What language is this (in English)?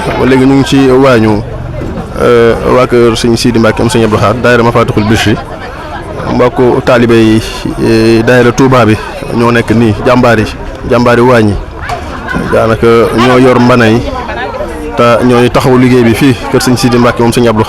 Wolof